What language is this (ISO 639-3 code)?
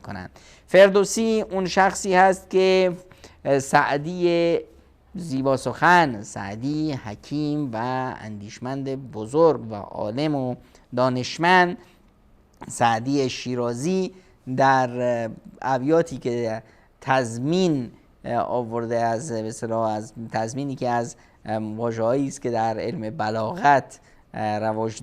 fas